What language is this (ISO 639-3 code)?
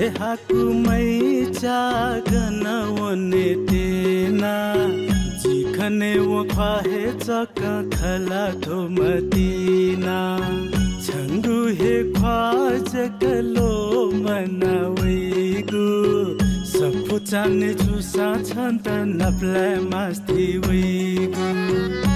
new